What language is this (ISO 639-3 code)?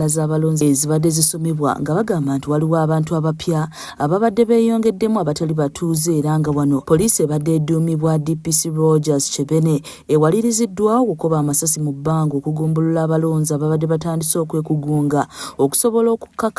lug